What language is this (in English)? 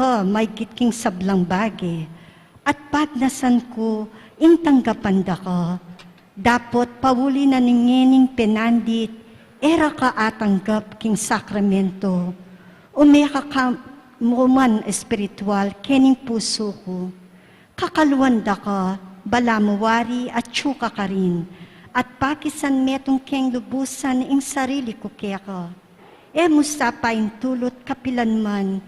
Pampanga